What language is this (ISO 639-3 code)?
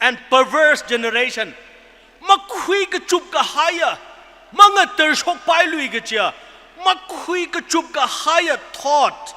nmf